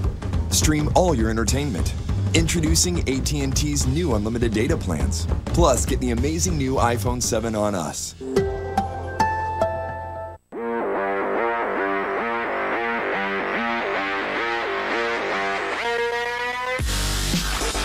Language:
English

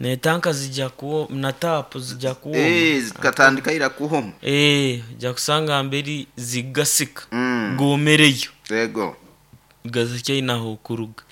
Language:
Nyoro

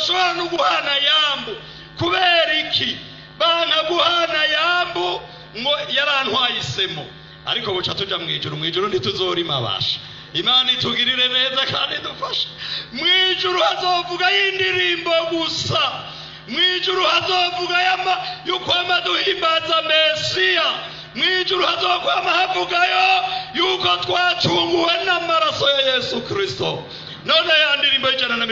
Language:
Rundi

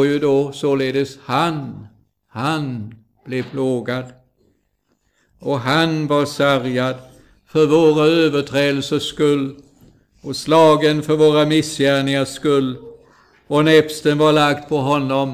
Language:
Swedish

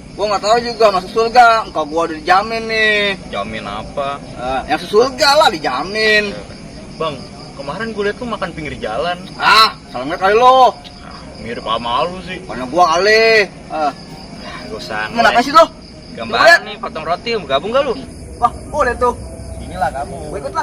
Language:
Betawi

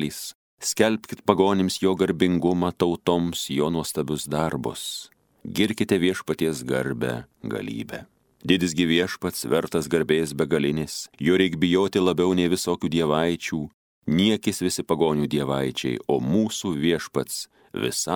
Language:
Lithuanian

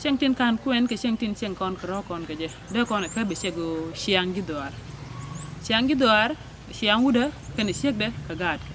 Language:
Nuer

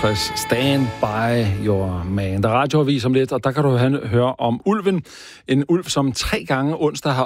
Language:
Danish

